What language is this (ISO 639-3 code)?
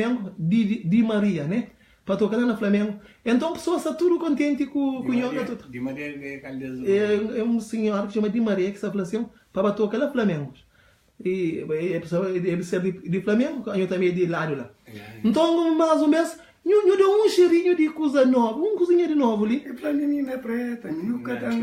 kea